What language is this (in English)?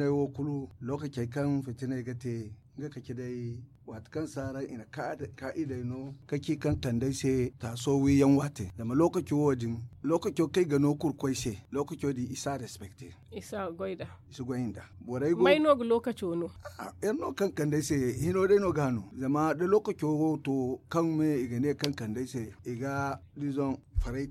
Zarma